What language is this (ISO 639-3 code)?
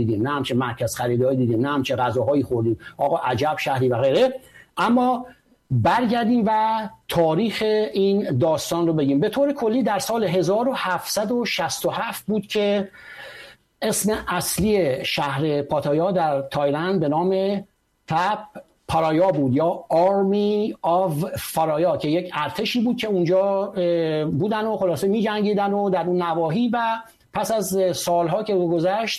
fas